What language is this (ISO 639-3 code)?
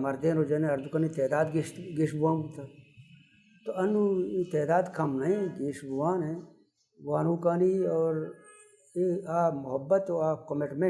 bal